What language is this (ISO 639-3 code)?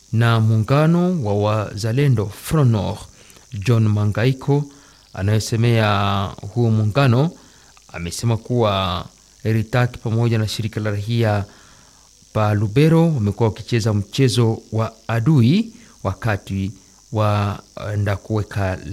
swa